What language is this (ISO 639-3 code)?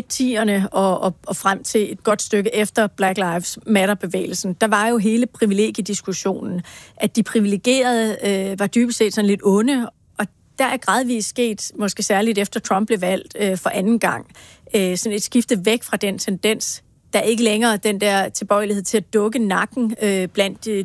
dan